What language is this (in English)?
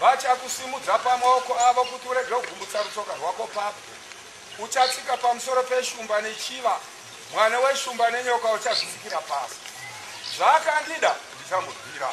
Shona